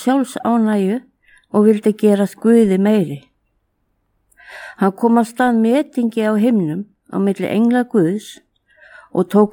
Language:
Icelandic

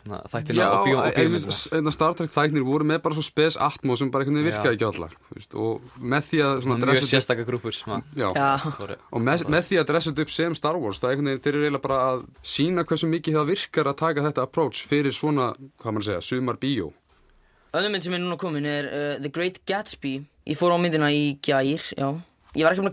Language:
Icelandic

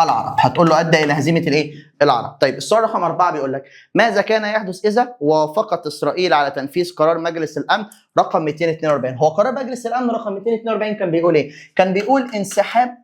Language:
Egyptian Arabic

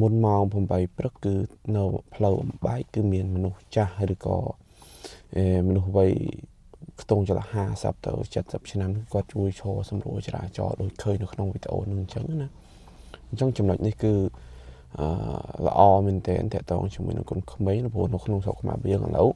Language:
Khmer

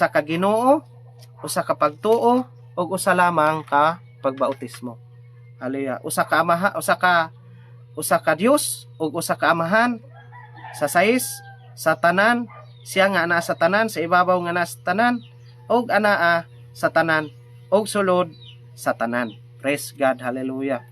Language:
Cebuano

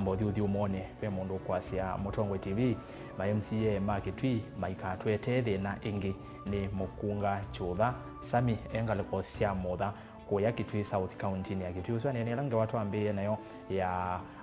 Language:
Kamba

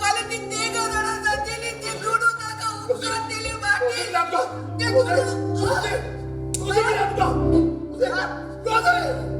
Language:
Konkani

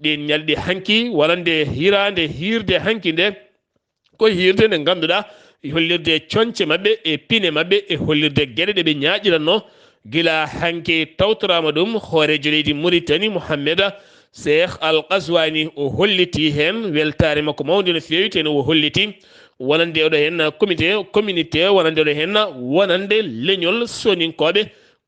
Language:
Fula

